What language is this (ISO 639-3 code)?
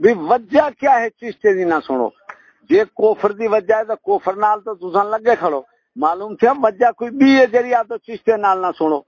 skr